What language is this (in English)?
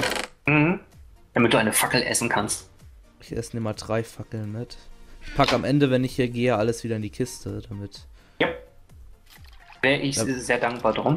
German